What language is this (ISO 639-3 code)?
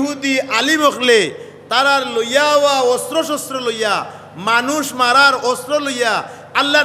syl